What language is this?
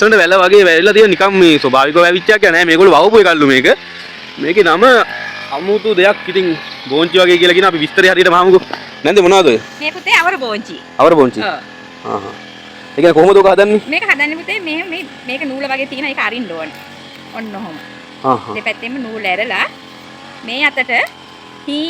Sinhala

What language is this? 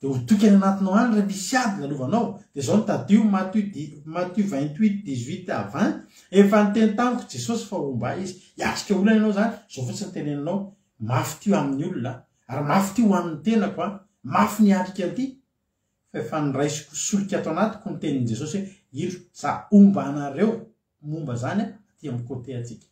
Malagasy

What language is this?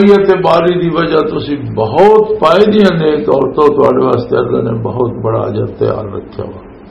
Western Panjabi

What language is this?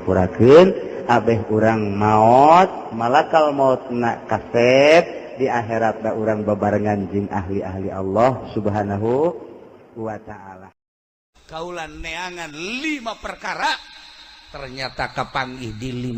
Sundanese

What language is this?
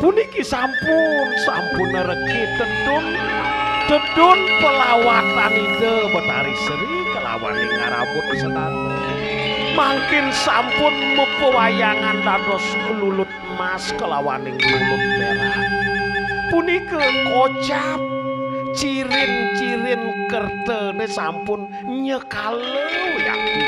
Balinese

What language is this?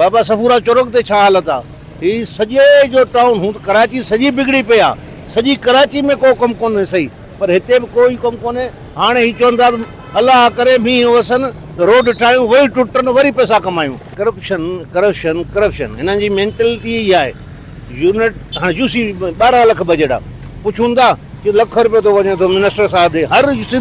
Sindhi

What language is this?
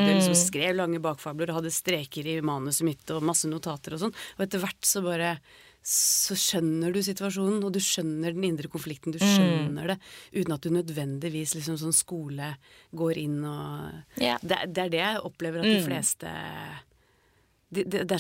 Norwegian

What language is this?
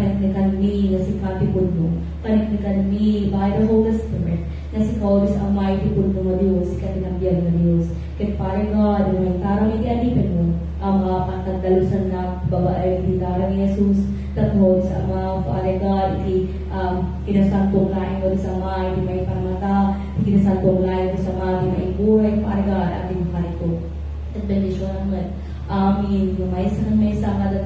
Iloko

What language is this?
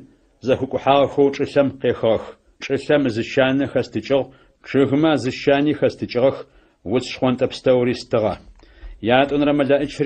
Adyghe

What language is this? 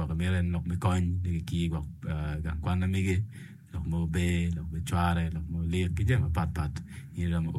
Acoli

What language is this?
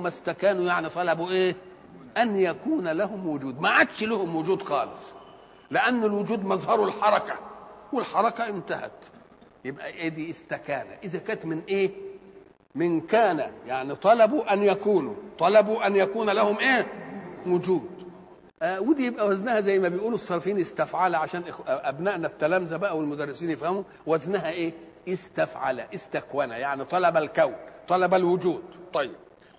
Egyptian Arabic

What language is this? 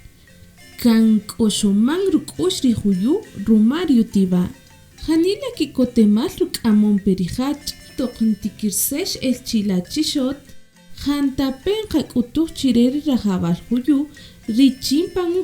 Kaqchikel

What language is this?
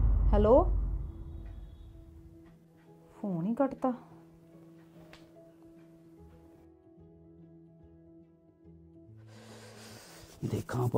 Punjabi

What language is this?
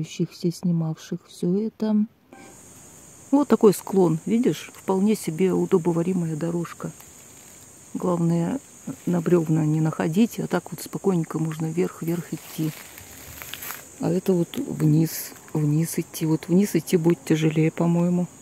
Russian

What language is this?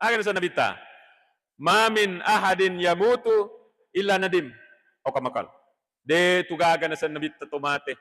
Buginese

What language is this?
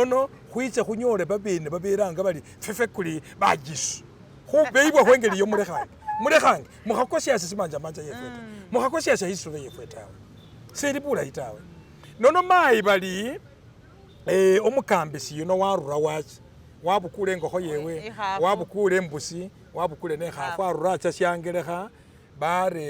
Masaaba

